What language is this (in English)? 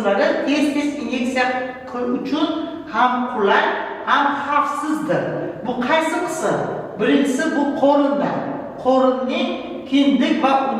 Uzbek